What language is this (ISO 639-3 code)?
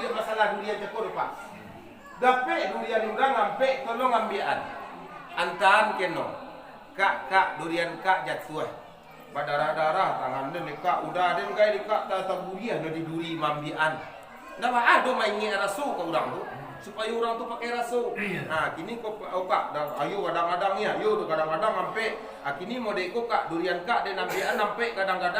min